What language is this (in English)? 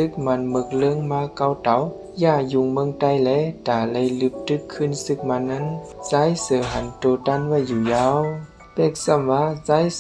Shan